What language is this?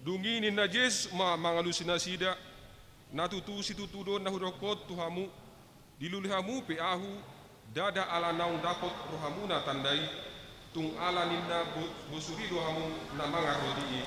Batak Toba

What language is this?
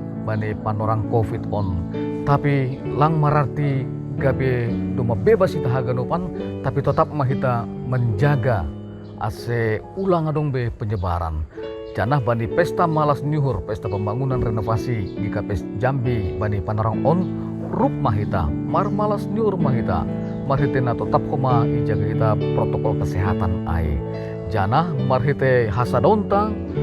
Batak Simalungun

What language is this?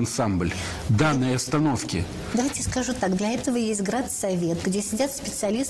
Russian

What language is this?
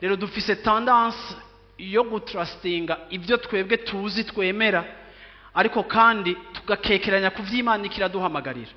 Rundi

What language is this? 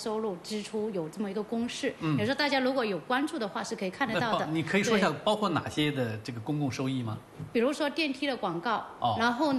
Chinese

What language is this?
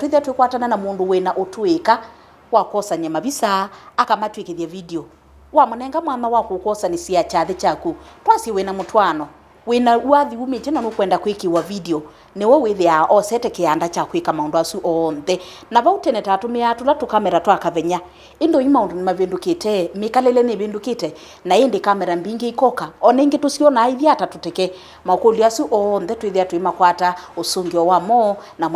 Kamba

